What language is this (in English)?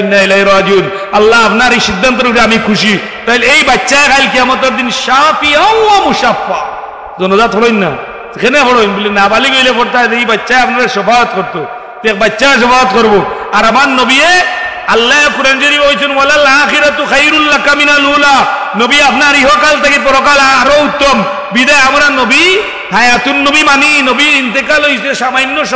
Sylheti